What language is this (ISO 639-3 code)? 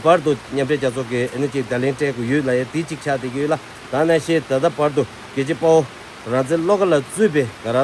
bod